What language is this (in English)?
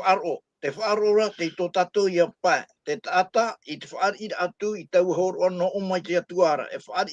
Tahitian